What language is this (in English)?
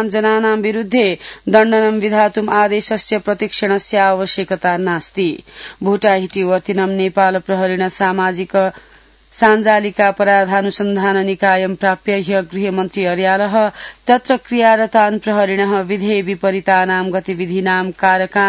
Sanskrit